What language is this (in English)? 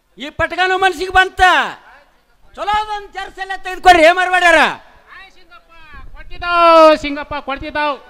Kannada